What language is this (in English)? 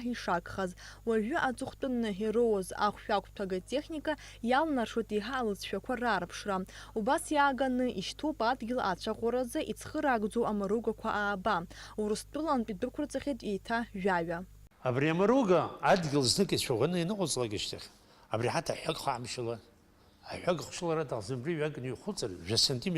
Abkhazian